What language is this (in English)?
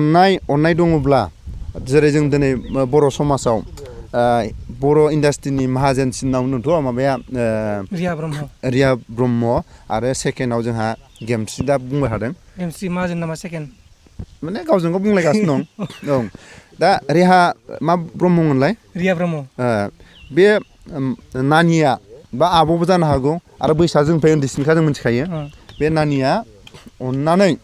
Bodo